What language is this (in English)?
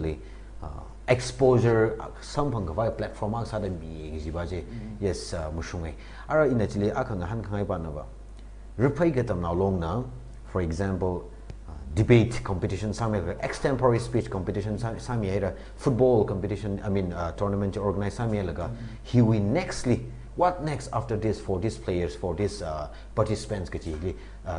Tangkhul Naga (India)